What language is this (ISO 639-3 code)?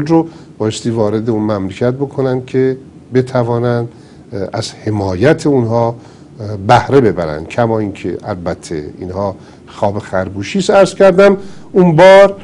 fas